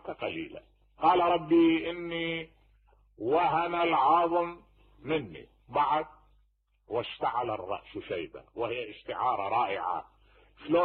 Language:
Mesopotamian Arabic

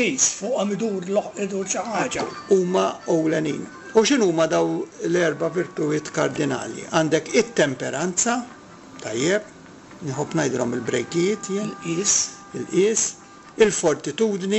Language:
Maltese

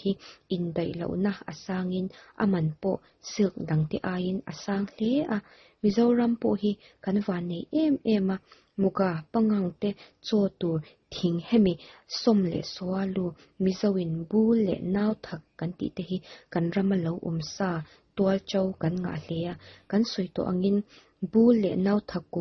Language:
Mizo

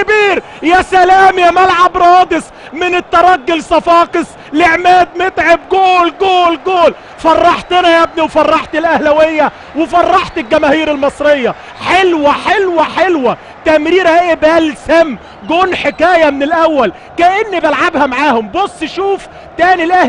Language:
Egyptian Arabic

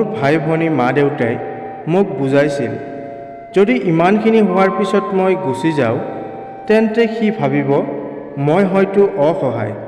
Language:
Assamese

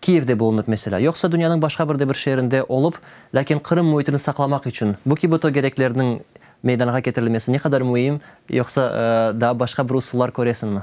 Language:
Crimean Tatar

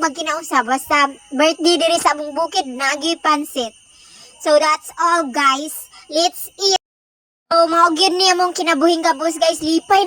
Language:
Cebuano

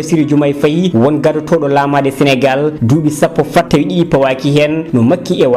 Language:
Fula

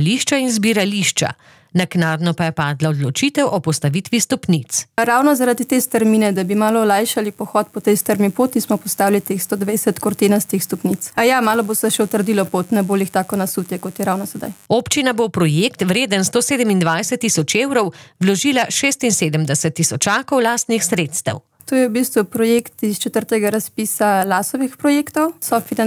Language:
Slovenian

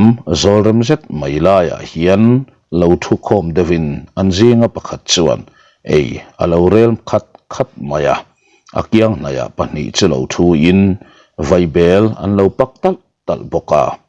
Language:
Mizo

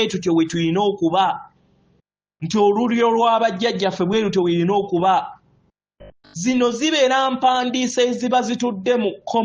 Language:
Ganda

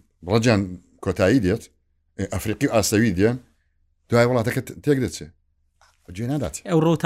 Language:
Central Kurdish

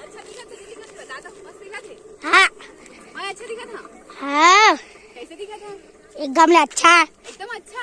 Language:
Chhattisgarhi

